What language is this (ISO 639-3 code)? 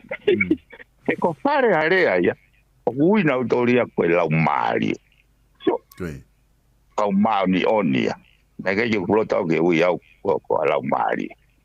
ton